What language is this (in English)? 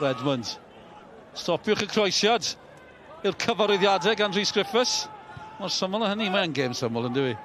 Welsh